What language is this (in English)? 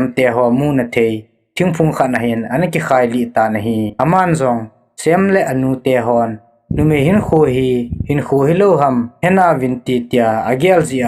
Thado Chin